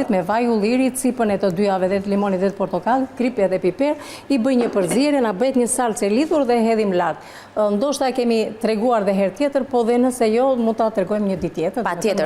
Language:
Albanian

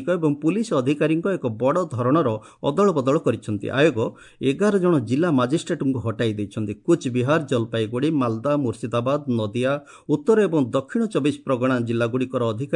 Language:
Odia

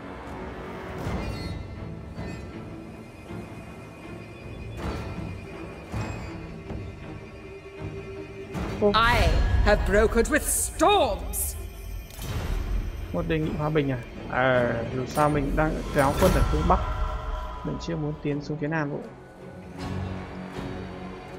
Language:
Vietnamese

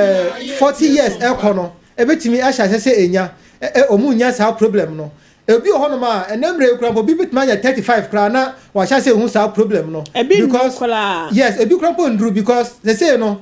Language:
Akan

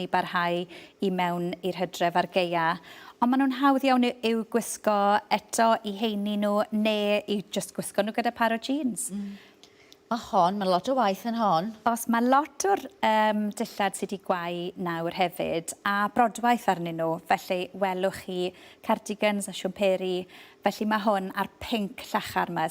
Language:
Welsh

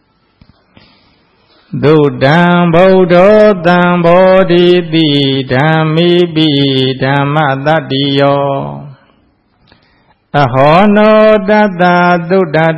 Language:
Burmese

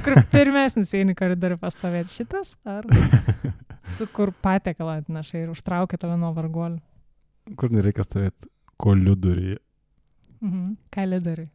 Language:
Lithuanian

